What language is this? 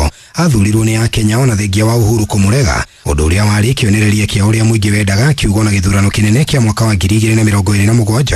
Kikuyu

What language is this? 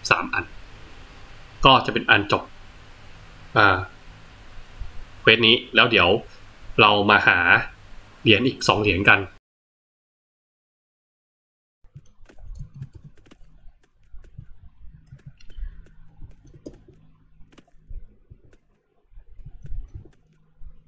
Thai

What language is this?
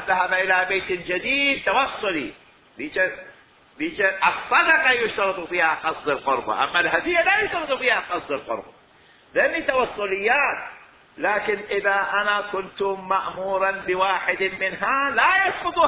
Mesopotamian Arabic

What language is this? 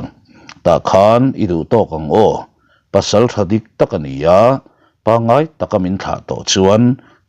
Mizo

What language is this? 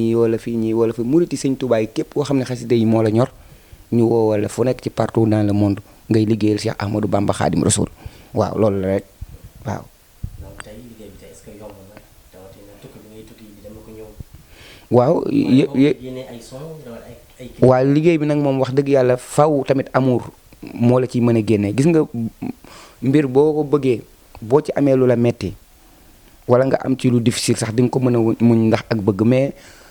Wolof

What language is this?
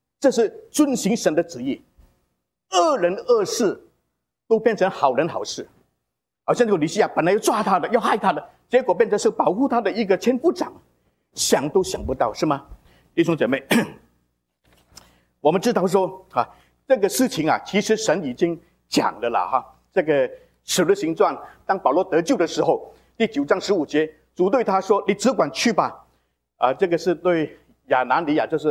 Chinese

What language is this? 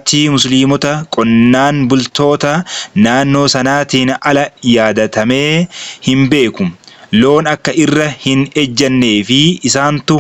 Oromo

